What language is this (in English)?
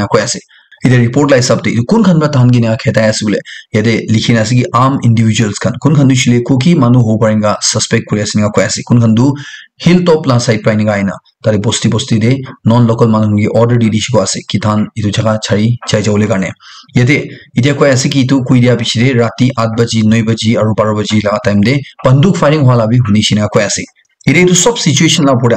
Naga Pidgin